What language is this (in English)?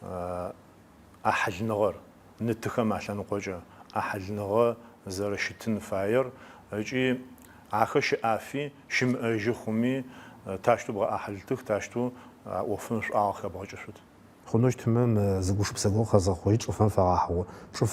Adyghe